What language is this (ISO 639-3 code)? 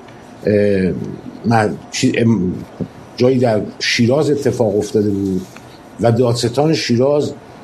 fas